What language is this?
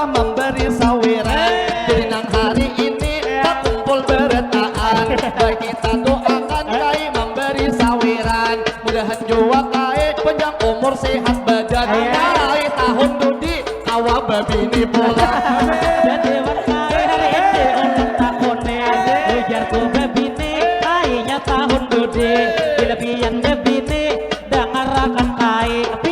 Banjar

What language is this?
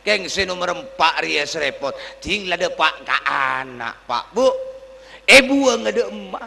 Madurese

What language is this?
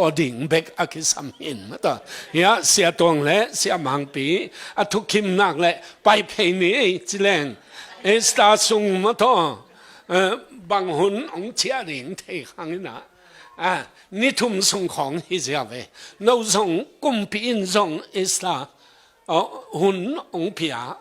Tedim Chin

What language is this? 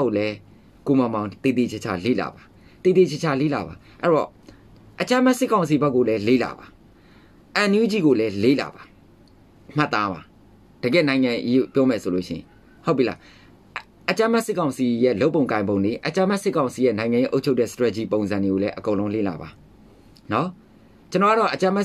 Burmese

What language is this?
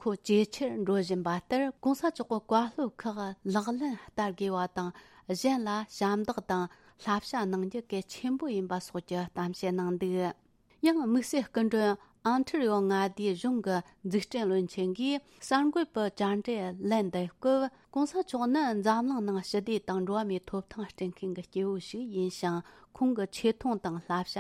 Tibetan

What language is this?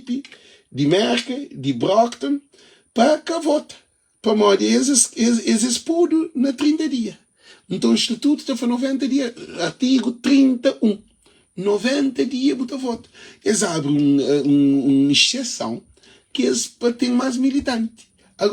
Kabuverdianu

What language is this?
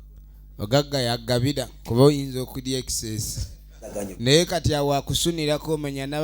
Ganda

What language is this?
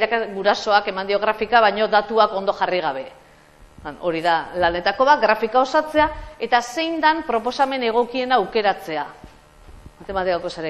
Basque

